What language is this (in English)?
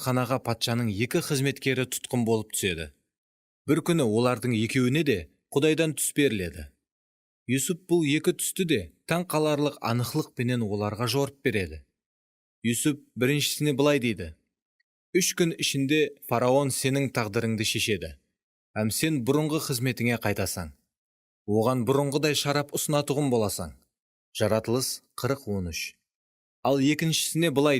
Kara-Kalpak